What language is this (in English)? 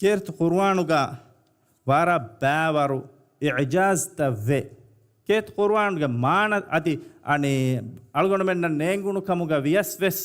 Divehi